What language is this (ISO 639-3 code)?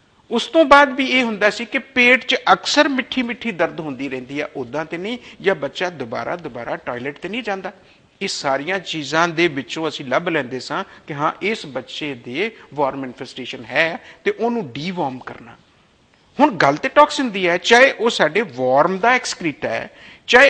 pan